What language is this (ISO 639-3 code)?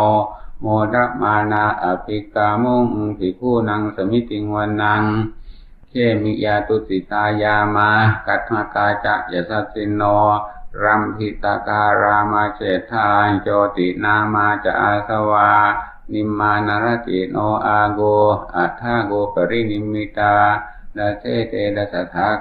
pli